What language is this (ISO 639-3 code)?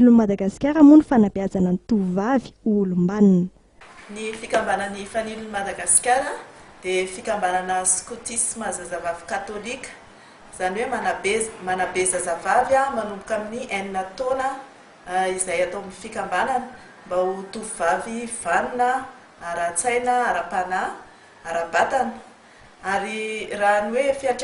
mlg